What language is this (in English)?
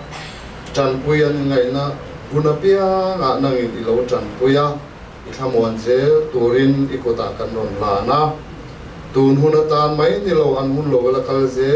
Mizo